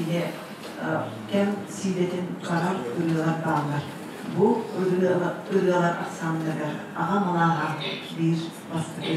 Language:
Yakut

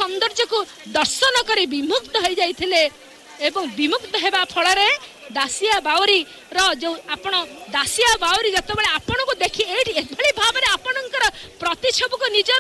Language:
Odia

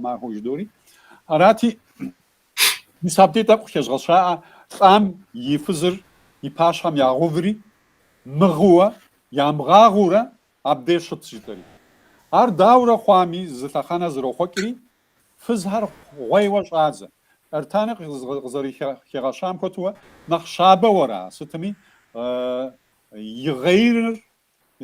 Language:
Kabardian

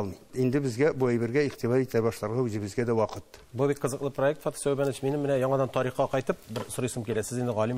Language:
Tatar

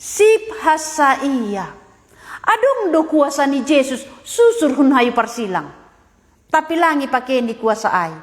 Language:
Batak Simalungun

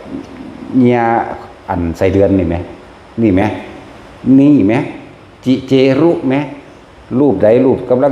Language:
Northeastern Thai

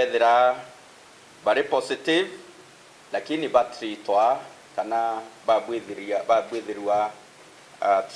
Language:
Meru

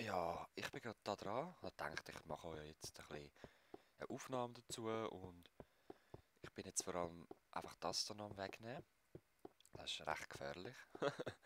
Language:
Swiss German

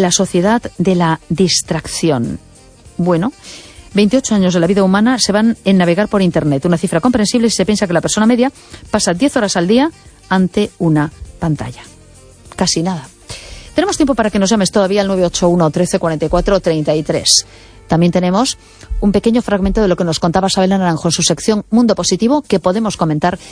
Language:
Spanish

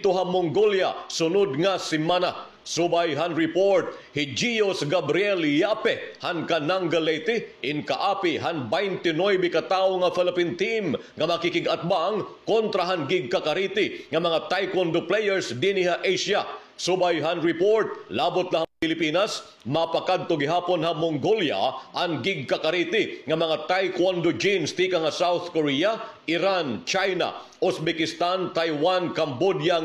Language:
Waray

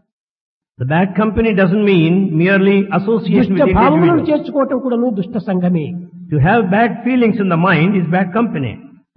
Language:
Telugu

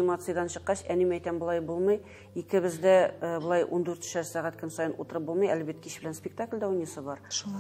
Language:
Tatar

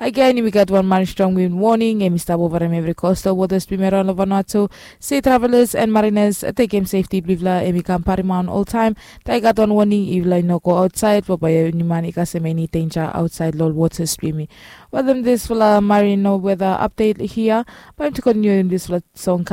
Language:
Bislama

